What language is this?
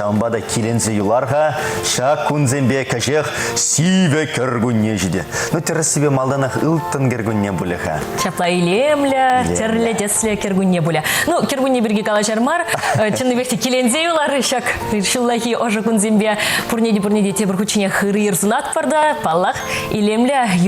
Chuvash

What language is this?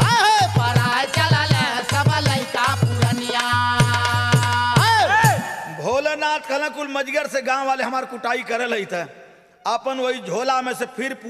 Bhojpuri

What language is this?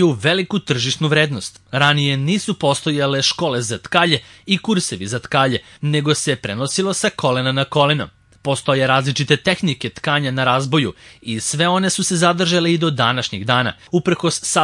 Serbian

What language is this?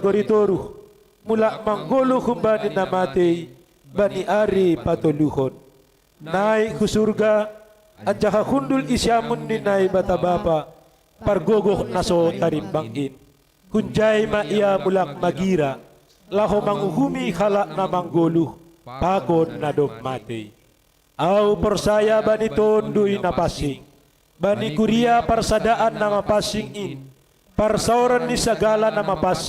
Batak Simalungun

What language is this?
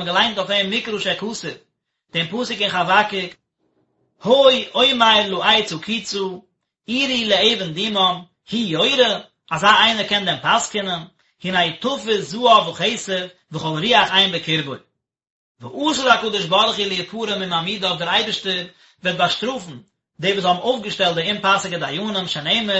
Yiddish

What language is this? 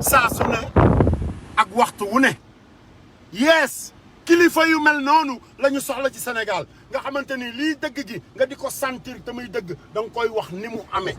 Wolof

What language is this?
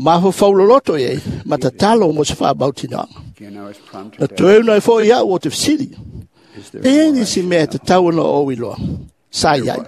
Samoan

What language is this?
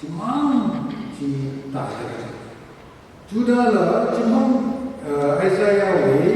Tangkhul Naga (India)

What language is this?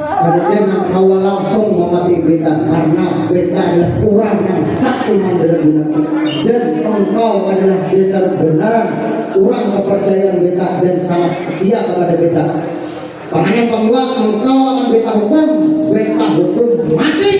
Banjar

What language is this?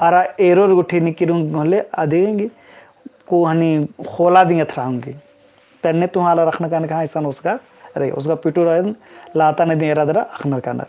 Kurukh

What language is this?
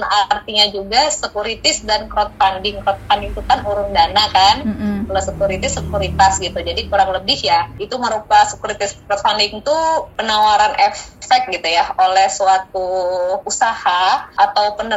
Indonesian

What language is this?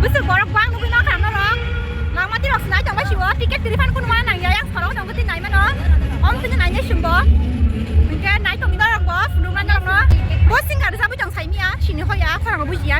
Kok Borok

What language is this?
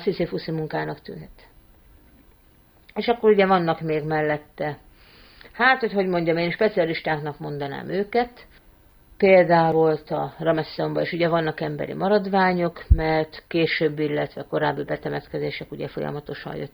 Hungarian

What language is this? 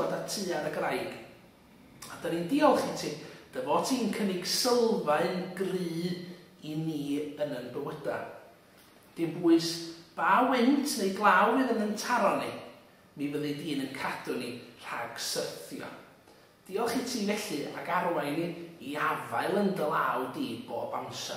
Welsh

